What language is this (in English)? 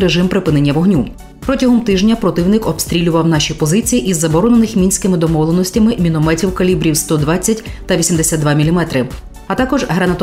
Ukrainian